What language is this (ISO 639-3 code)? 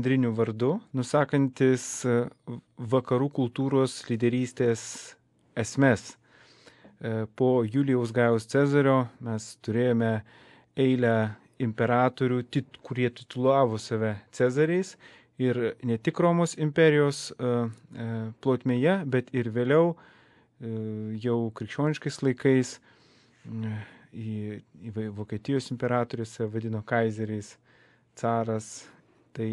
lit